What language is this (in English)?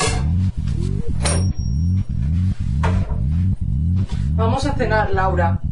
Spanish